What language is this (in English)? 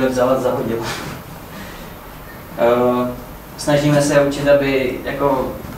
Czech